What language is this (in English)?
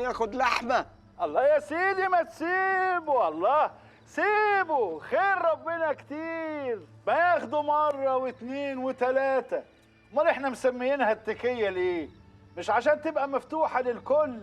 Egyptian Arabic